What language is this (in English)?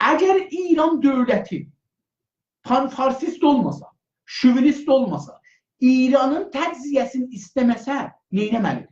South Azerbaijani